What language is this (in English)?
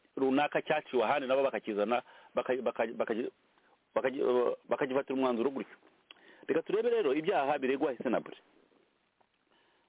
Kinyarwanda